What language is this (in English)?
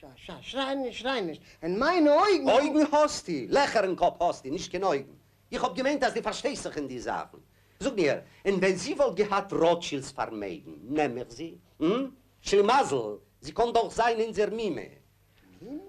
Yiddish